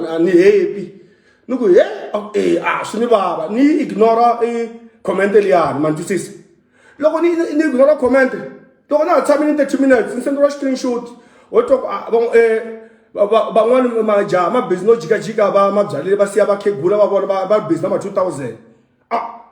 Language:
Tsonga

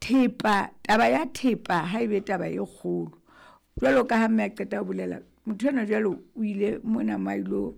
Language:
Southern Sotho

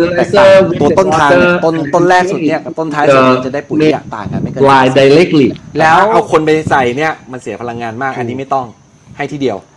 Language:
Thai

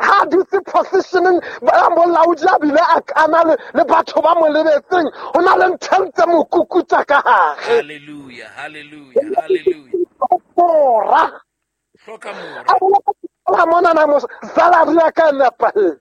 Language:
Southern Sotho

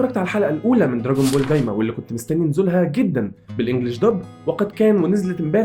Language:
Egyptian Arabic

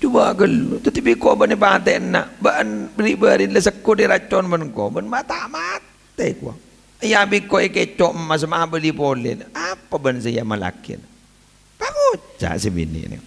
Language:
Madurese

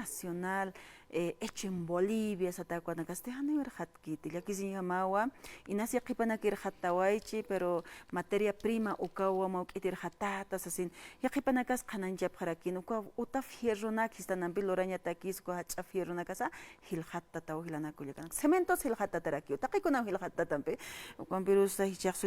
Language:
Aymara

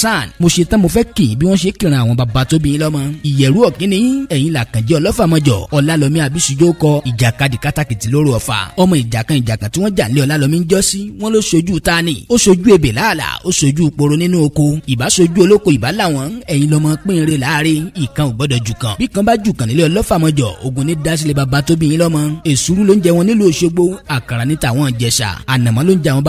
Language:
Yoruba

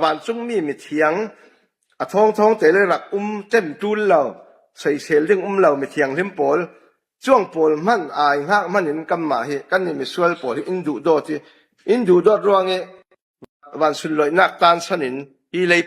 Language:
Falam Chin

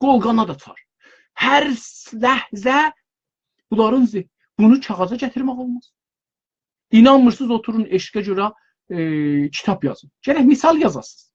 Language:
South Azerbaijani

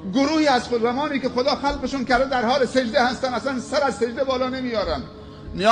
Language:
Persian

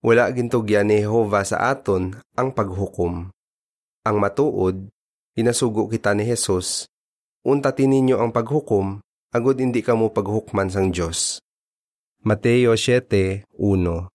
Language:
Hiligaynon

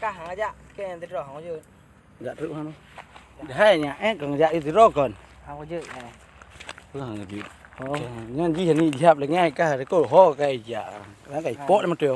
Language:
Achinese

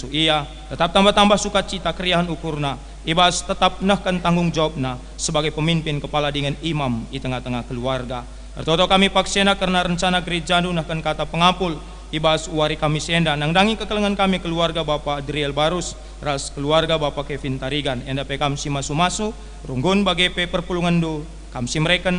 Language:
Batak Karo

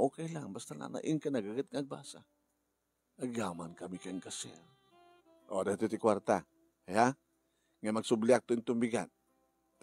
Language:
Iloko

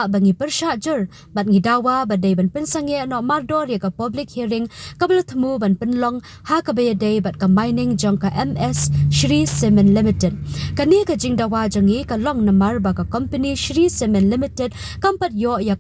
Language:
Khasi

